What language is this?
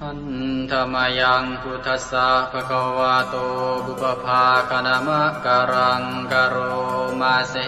Pali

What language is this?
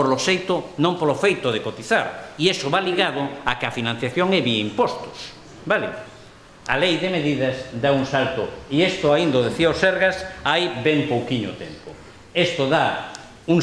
Galician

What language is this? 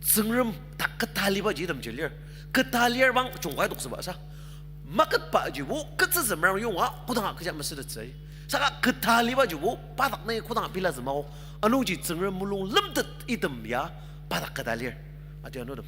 Ao Naga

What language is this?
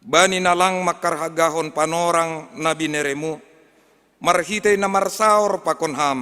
Batak Simalungun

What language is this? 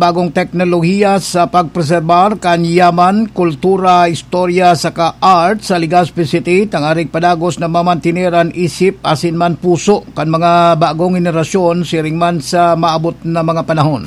Bikol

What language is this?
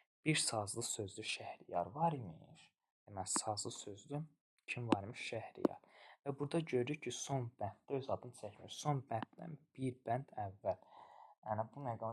Azerbaijani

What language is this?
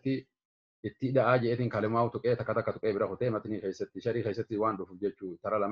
Oromo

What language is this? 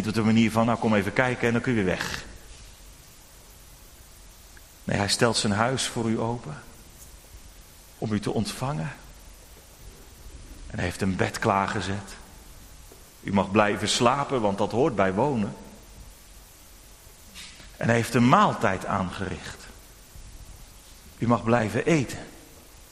Dutch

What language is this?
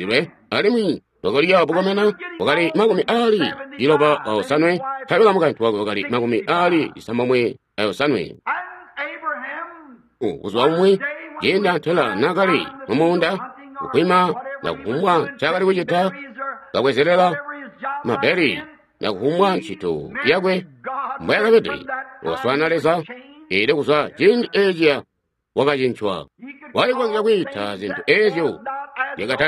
Tonga (Zambia)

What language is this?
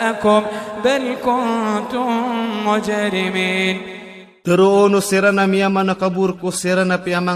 Iranun (Philippines)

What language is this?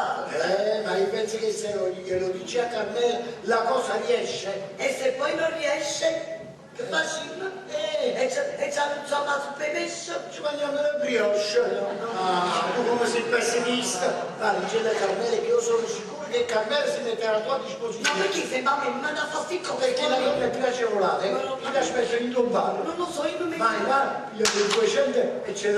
Neapolitan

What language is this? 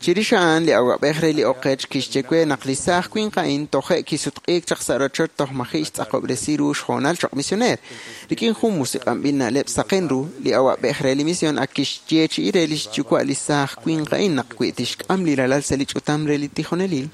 Kekchí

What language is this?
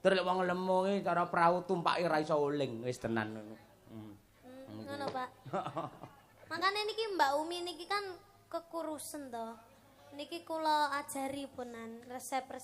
Javanese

